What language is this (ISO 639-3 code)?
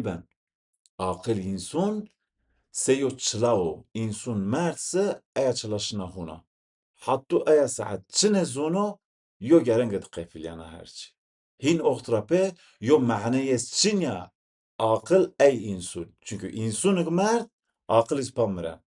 zza